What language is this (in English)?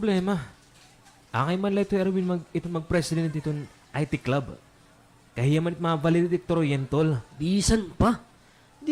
Waray